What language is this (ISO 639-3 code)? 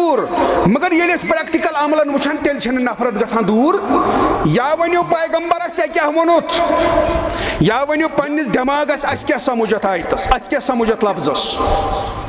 kas